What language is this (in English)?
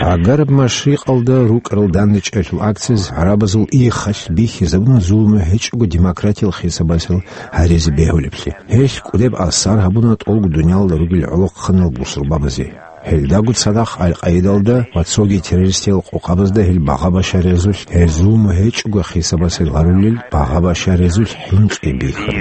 Avaric